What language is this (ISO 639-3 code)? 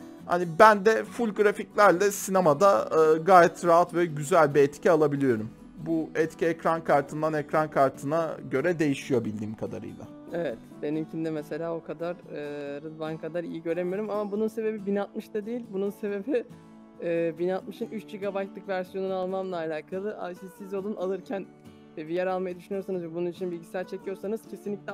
tur